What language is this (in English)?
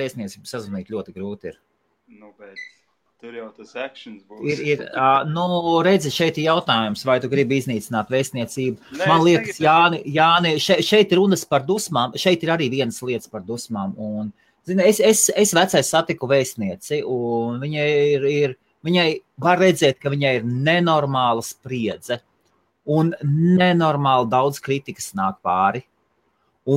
Latvian